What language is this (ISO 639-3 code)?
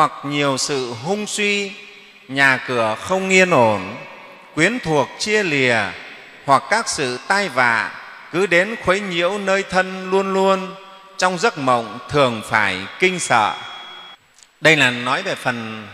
vie